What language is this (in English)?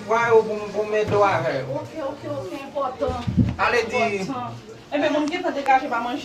Haitian Creole